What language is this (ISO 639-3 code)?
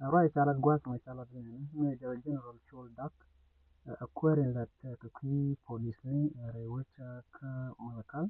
nus